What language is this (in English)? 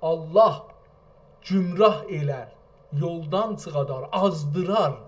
South Azerbaijani